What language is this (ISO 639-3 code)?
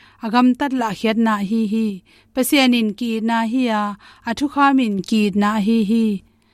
ctd